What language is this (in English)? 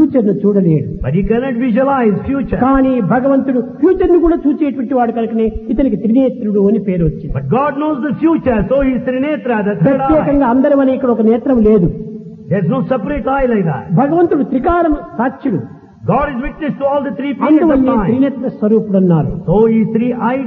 Telugu